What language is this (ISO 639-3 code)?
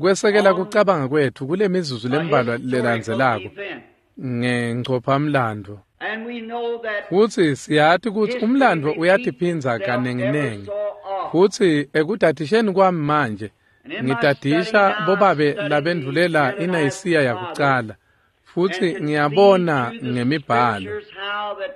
ssw